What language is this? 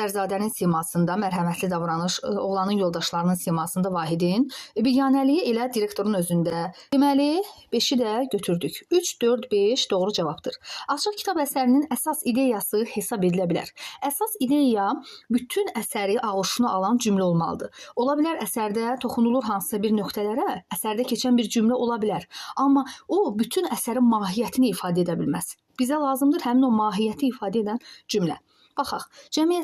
Azerbaijani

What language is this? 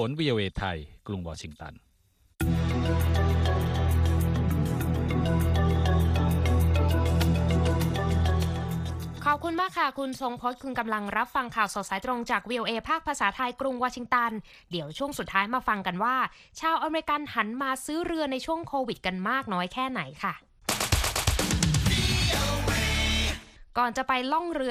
Thai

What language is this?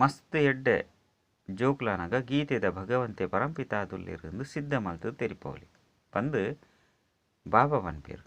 Tulu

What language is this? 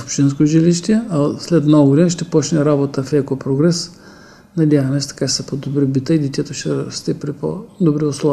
Bulgarian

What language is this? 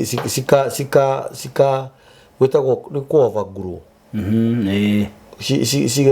Kikuyu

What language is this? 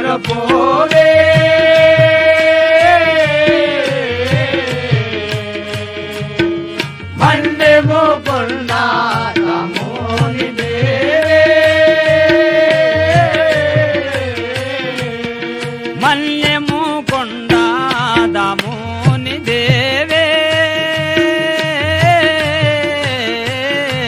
Telugu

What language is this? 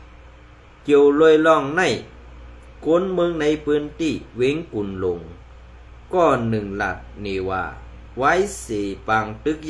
Shan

